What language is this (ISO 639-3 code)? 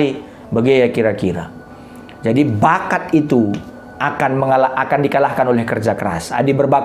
btx